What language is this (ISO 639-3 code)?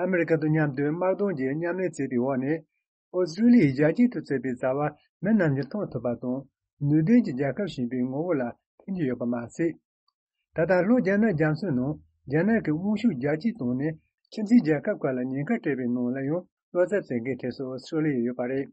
bod